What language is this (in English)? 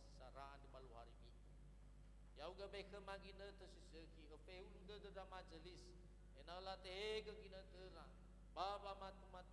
Nias